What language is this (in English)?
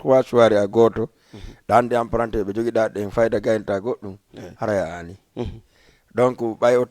Fula